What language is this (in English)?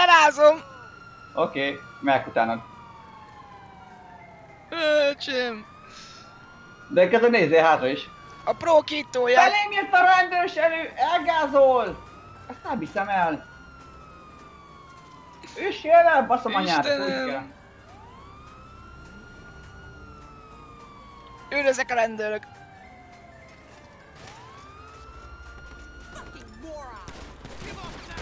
Hungarian